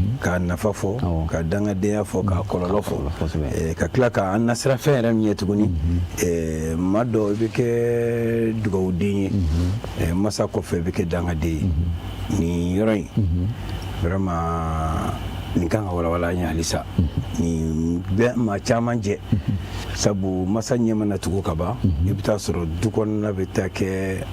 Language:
Bambara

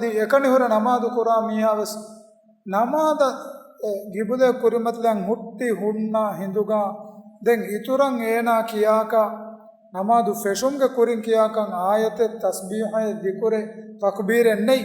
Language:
Divehi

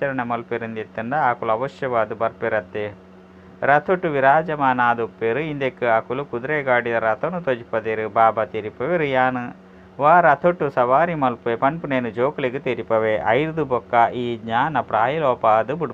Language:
Tulu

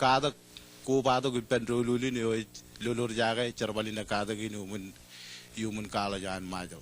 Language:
Marshallese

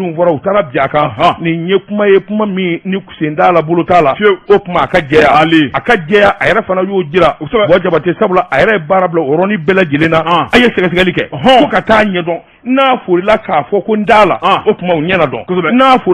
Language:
Bambara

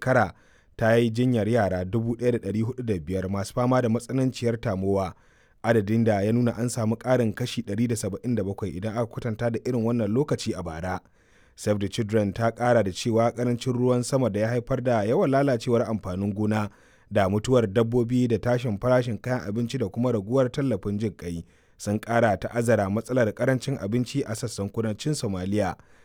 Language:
Hausa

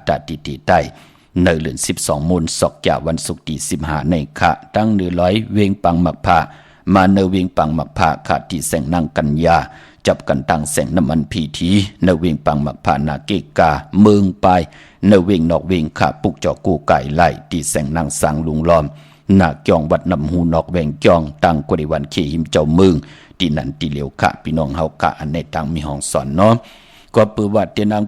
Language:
Shan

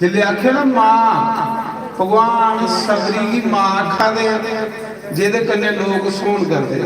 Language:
Dogri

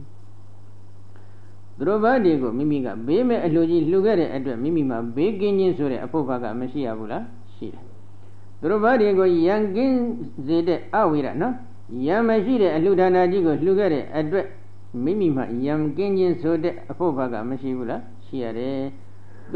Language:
Burmese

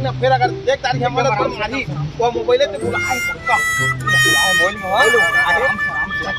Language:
Chhattisgarhi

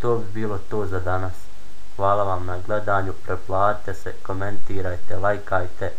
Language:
Bosnian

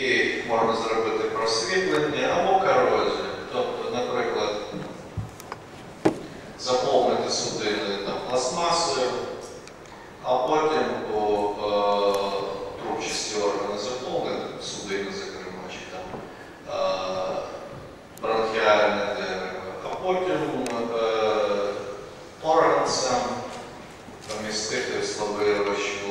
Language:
Ukrainian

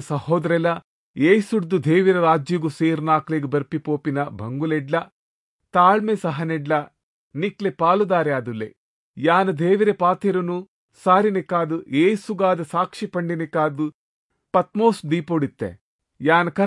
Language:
Tulu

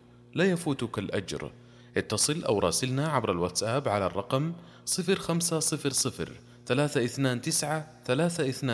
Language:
Najdi Arabic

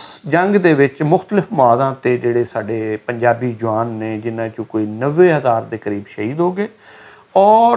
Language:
Western Panjabi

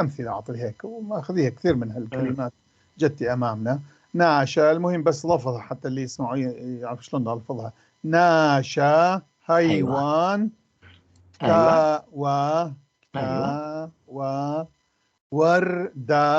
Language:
North Levantine Arabic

